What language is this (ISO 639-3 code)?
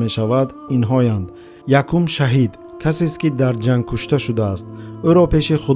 tgk